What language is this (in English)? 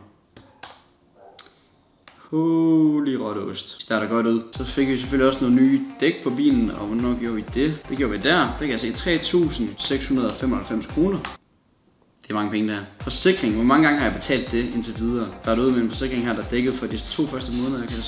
Danish